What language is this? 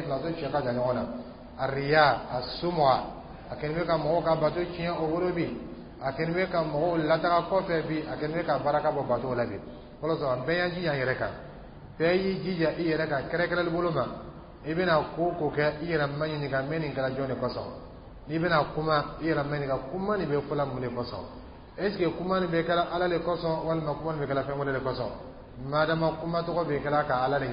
Dyula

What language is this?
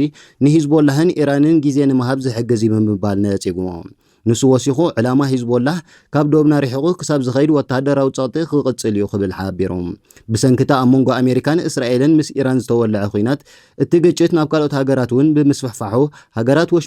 Tigrinya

